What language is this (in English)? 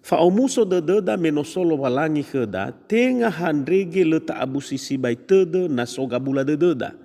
Nias